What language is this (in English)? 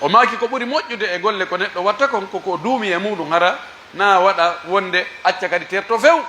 Pular